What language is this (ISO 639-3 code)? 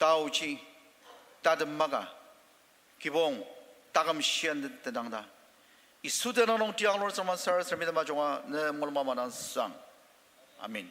njo